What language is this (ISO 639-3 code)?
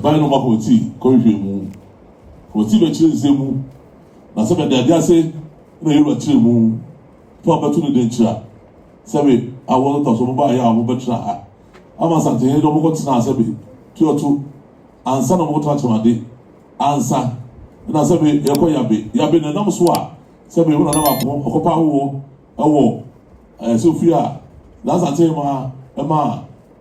aka